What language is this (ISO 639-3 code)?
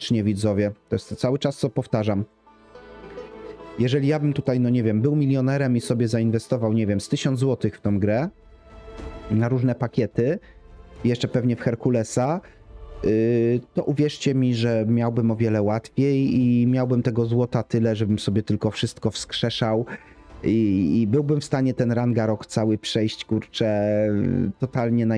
pol